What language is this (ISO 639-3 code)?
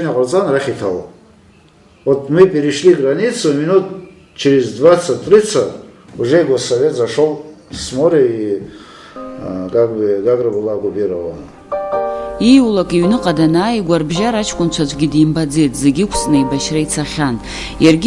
abk